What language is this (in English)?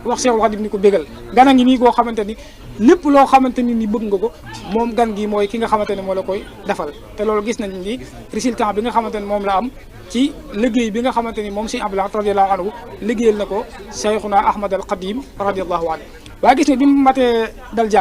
Wolof